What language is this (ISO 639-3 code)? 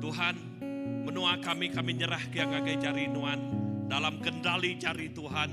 iba